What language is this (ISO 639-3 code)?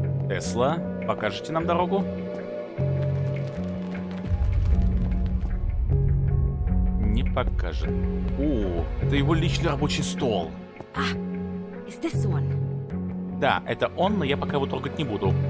rus